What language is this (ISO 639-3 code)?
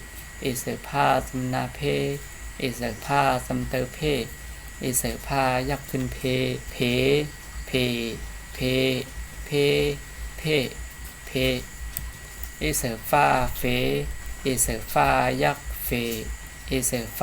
shn